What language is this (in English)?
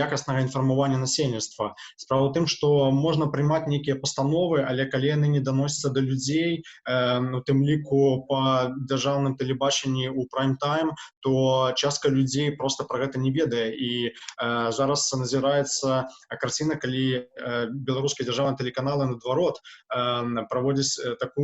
Belarusian